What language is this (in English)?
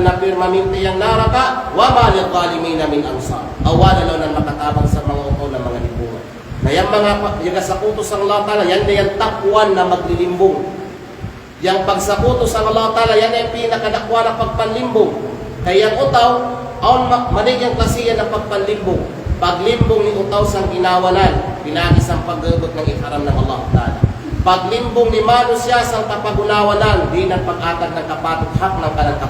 Kalagan